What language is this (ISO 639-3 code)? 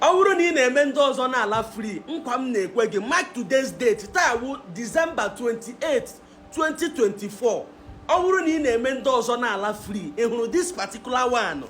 ibo